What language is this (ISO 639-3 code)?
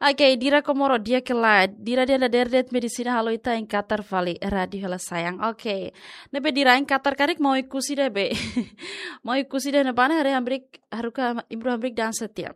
tet